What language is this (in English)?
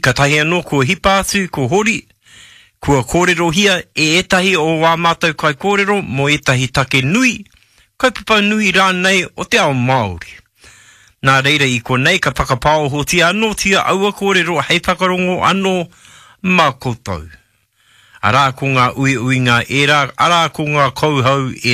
Māori